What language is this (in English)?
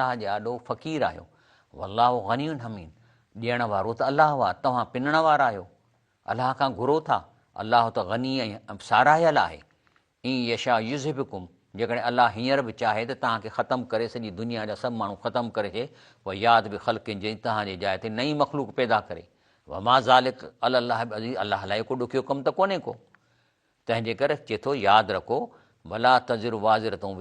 Sindhi